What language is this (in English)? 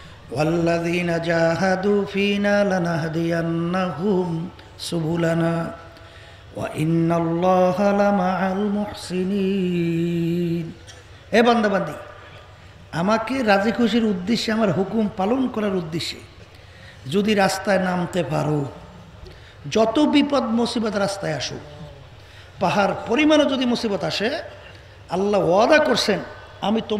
Bangla